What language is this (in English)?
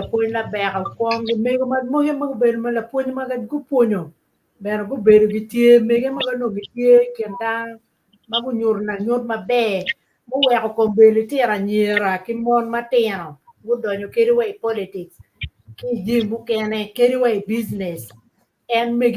Acoli